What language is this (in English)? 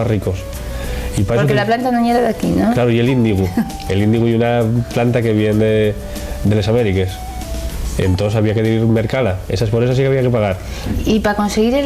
Asturian